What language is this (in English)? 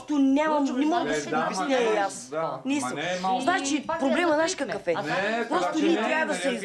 Bulgarian